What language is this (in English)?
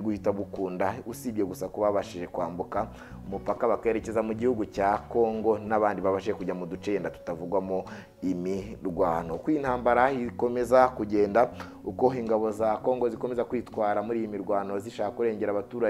Kinyarwanda